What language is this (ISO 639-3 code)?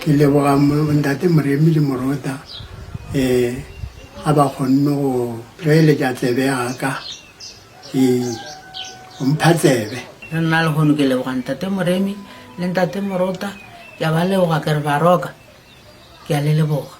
nso